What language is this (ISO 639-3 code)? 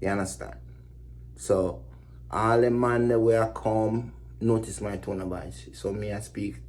jam